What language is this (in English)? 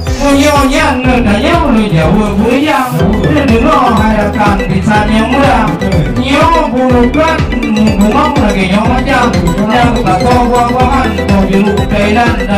Achinese